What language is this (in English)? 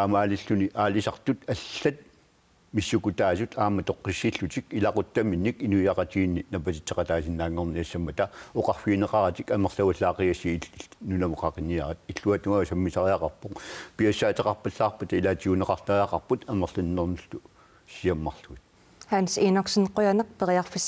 Kalaallisut